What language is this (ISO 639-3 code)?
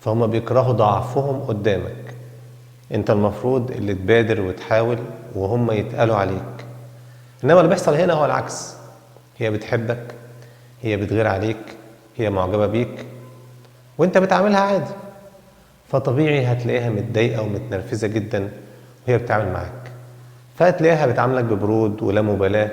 arz